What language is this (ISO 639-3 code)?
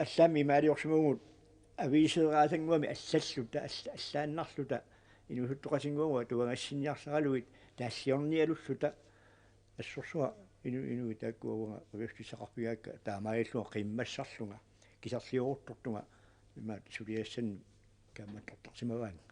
kal